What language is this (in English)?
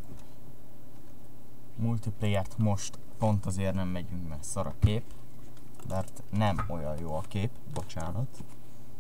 Hungarian